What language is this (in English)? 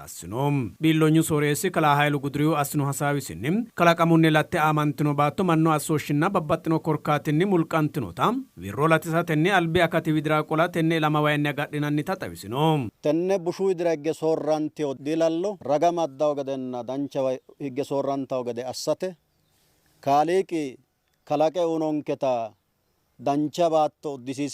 Sidamo